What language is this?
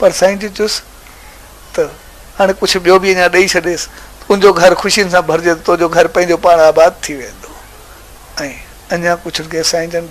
Sindhi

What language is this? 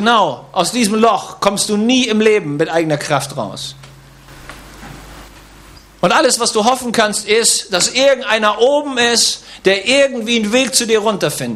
German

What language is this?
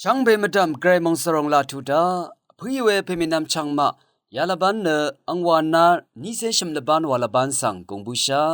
Rawang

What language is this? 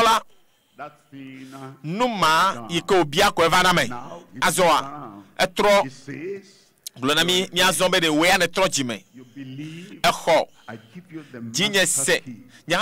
Ewe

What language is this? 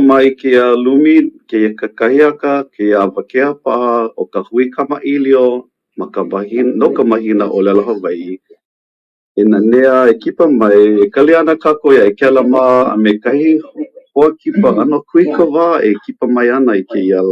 Hawaiian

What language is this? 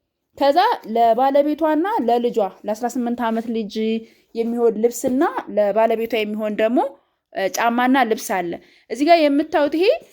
Amharic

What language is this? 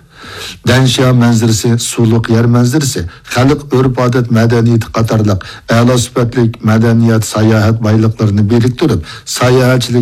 Uyghur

